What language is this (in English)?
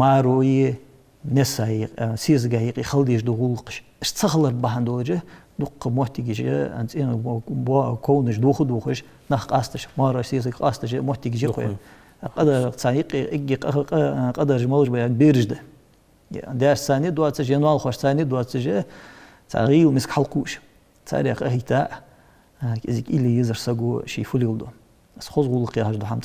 Ingush